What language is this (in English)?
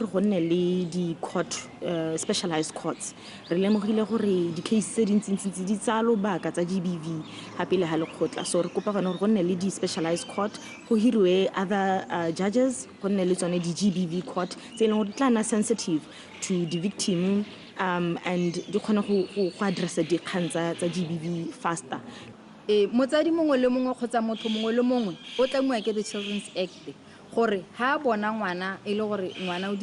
Tswana